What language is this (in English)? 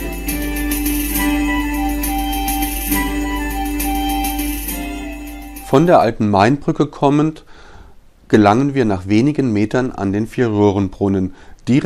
German